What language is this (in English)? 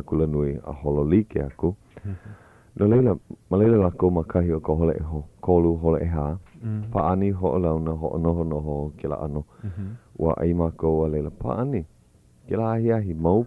Hawaiian